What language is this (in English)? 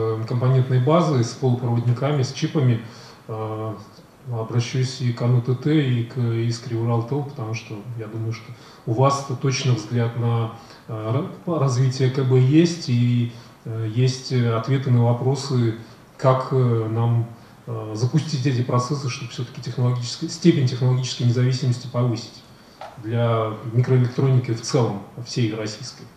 Russian